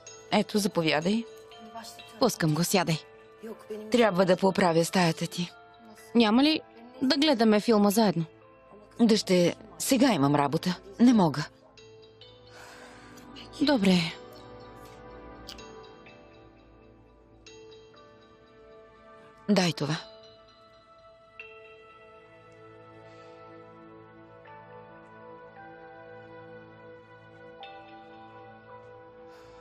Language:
Bulgarian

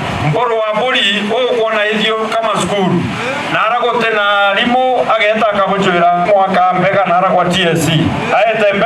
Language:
Meru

